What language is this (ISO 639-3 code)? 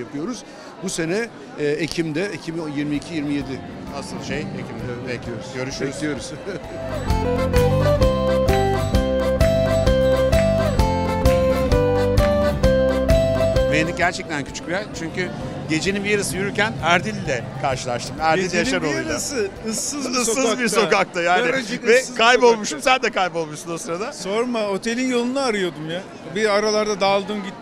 tur